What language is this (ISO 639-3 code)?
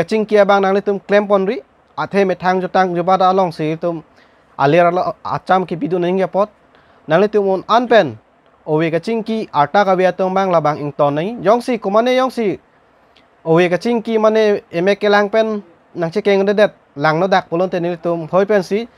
mjw